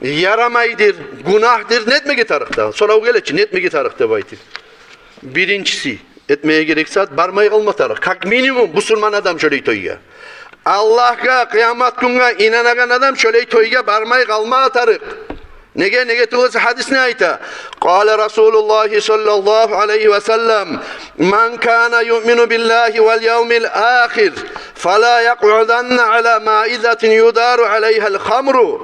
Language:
Kumyk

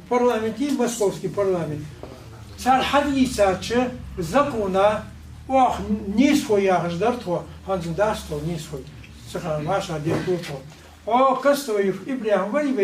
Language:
Ingush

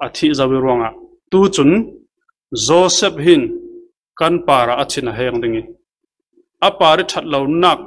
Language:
Falam Chin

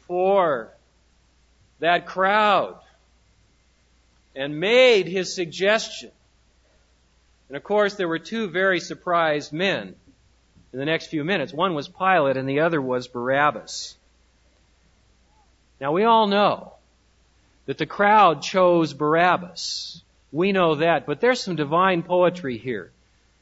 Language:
English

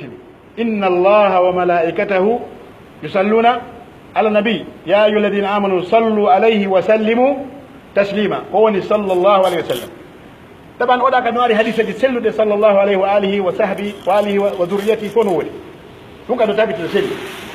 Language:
Pular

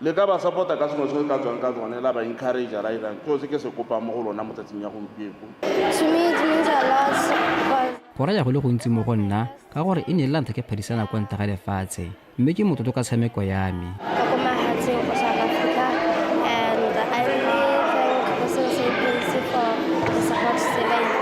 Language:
Tswana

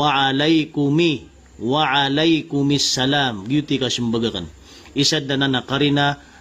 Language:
Maranao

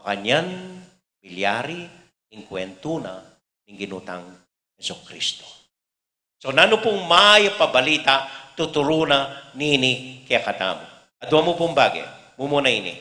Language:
Pampanga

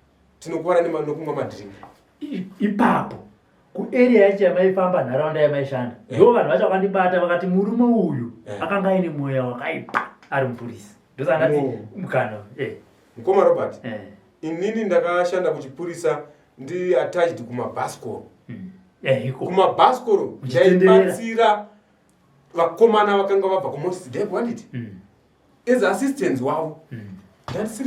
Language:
Shona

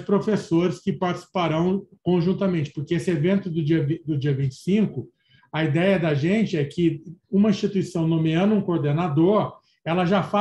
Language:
Portuguese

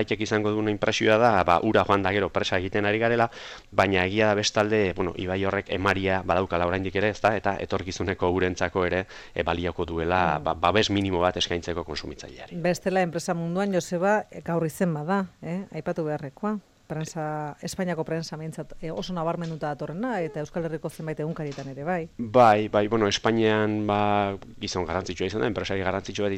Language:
Basque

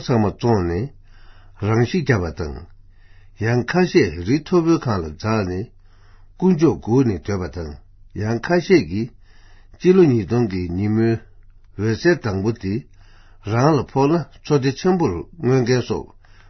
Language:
Tibetan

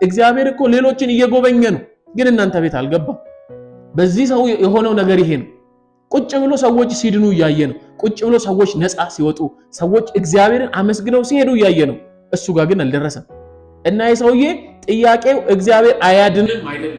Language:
Amharic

